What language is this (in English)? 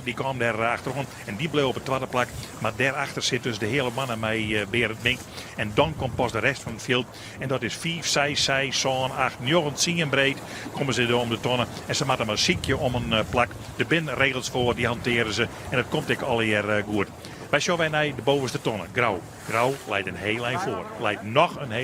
Western Frisian